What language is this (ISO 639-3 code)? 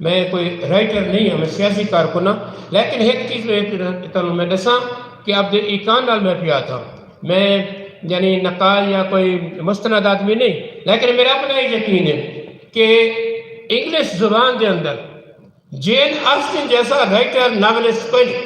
skr